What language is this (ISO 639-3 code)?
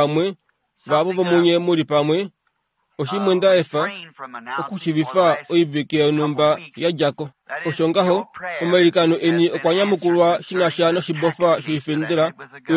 kua